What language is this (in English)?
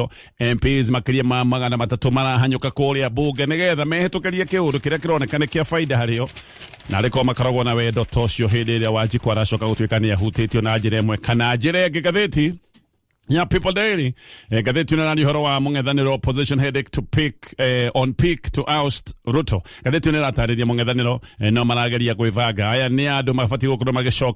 Kikuyu